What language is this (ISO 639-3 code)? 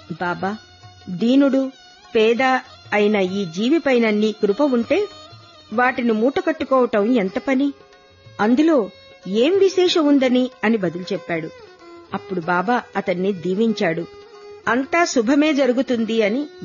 tel